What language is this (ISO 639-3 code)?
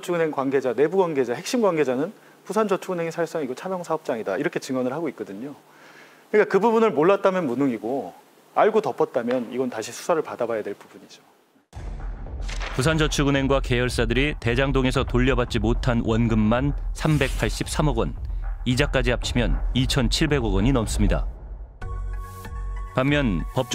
kor